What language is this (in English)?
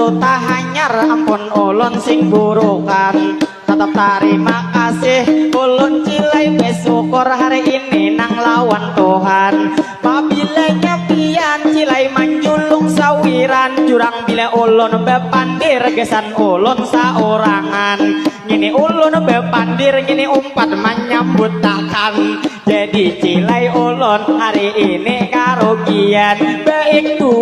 Banjar